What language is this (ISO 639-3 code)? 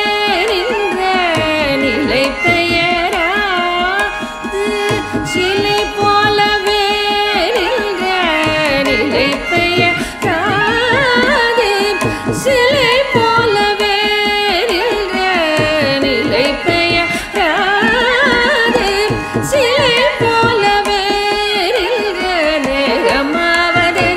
tam